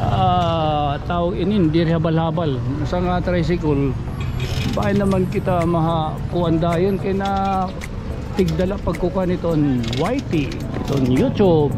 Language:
Waray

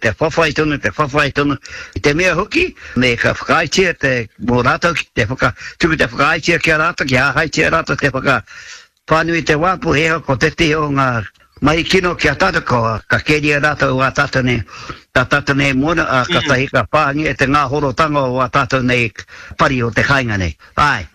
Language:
Māori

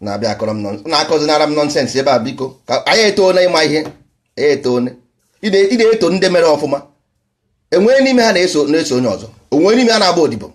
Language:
Igbo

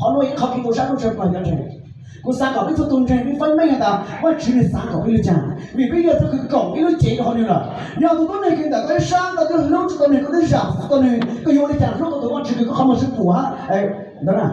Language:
Hmong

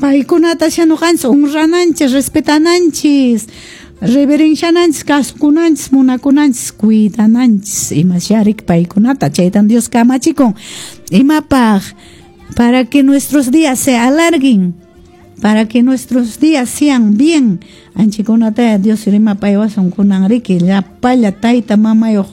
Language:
Quechua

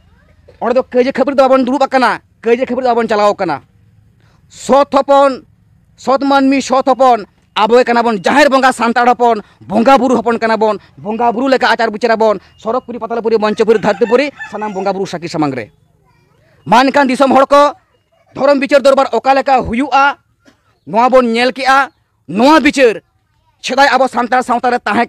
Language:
Santali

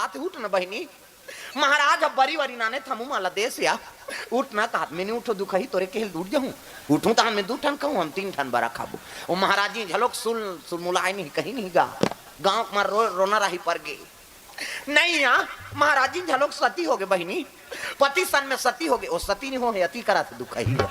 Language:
Chhattisgarhi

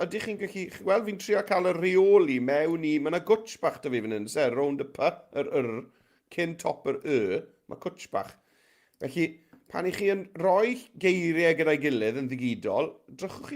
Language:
Welsh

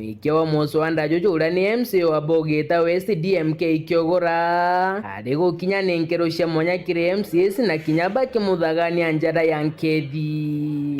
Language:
Meru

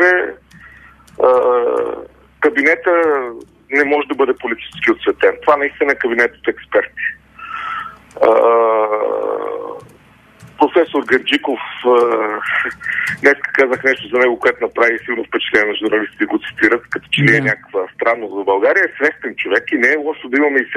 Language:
Bulgarian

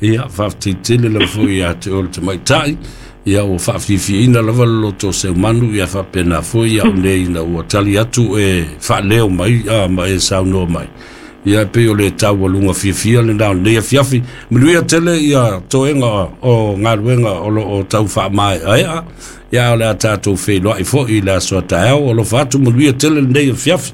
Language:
Samoan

